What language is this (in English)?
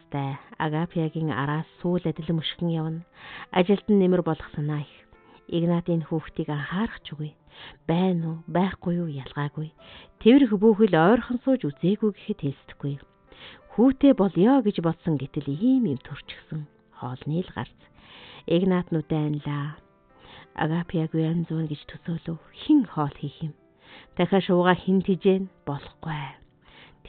Mongolian